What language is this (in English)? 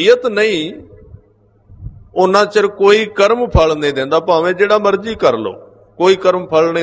Punjabi